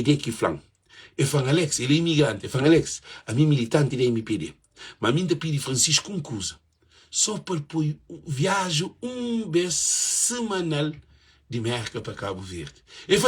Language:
Kabuverdianu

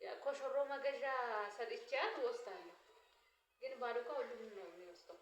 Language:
Amharic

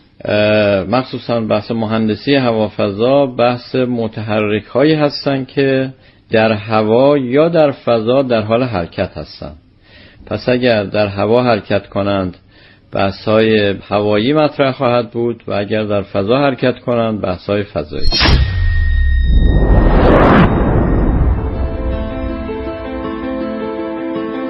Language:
Persian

